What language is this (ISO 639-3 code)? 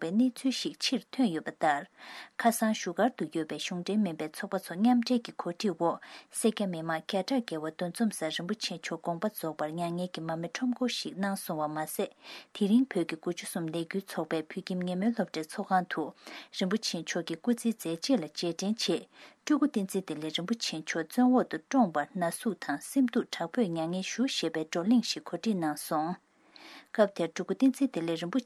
bod